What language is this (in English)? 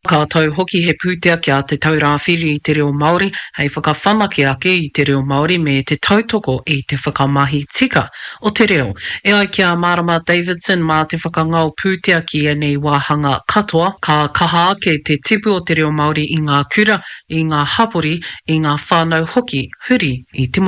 Māori